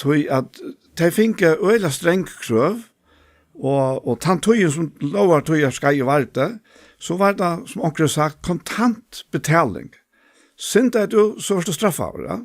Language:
Faroese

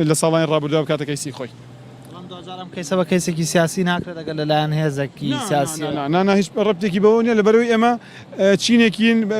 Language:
Central Kurdish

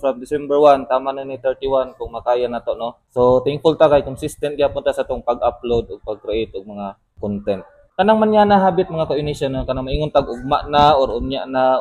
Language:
Cebuano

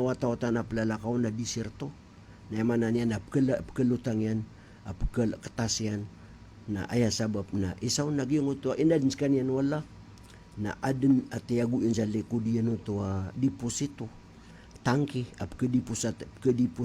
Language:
Maranao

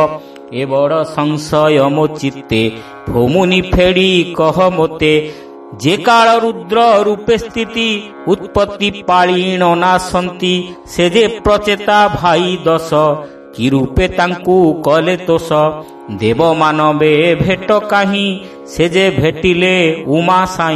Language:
Odia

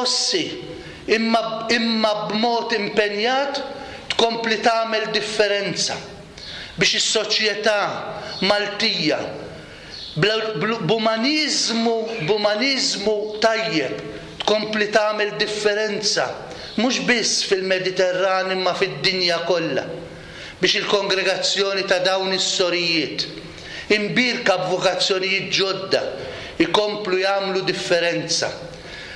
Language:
Maltese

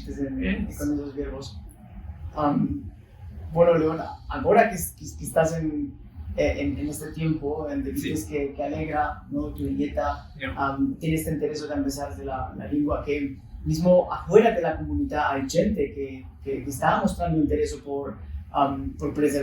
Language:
Ladino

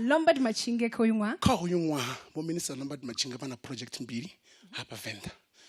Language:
Venda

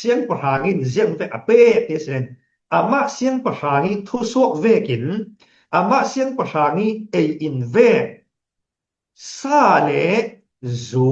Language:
Falam Chin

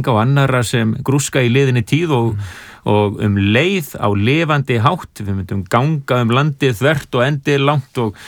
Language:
Icelandic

